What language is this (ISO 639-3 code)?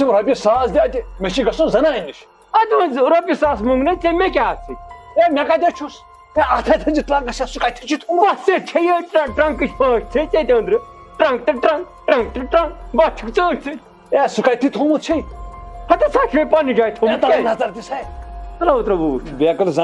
kas